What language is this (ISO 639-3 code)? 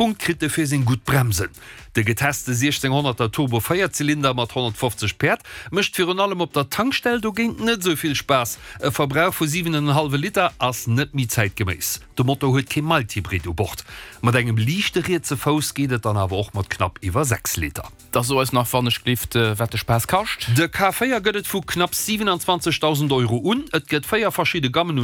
ltz